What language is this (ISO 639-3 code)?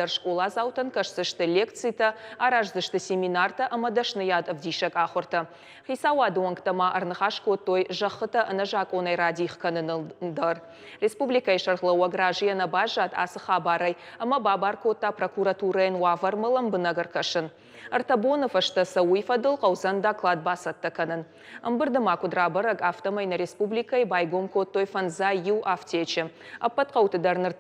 oss